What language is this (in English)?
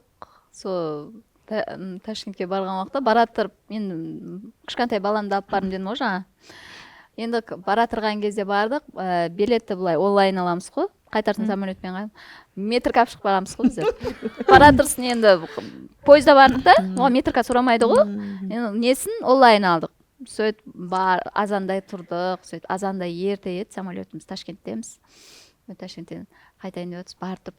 Kara-Kalpak